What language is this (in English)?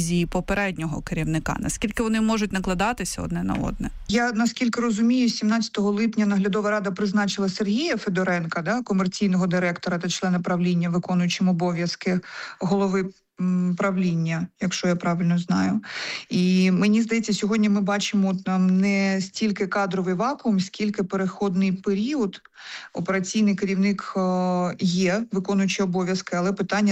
Ukrainian